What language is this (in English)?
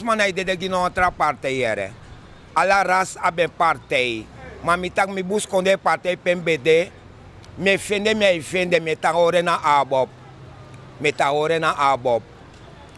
Sranan Tongo